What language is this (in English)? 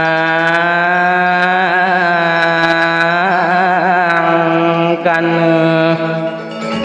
Balinese